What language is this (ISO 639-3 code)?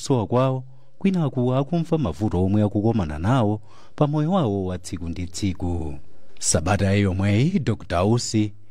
nya